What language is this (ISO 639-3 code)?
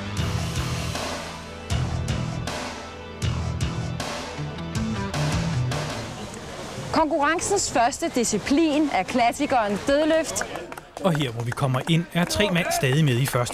dan